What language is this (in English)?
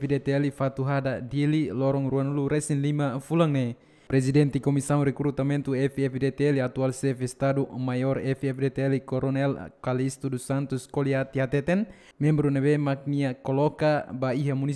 Tetum